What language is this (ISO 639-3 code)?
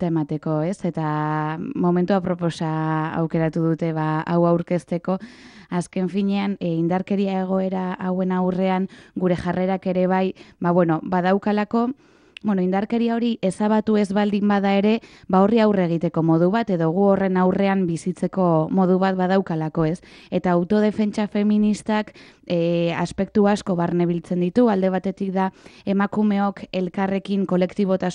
eus